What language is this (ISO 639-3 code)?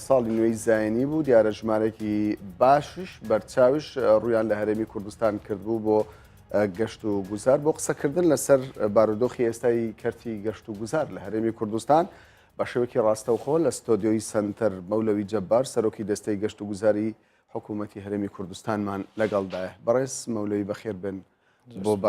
ckb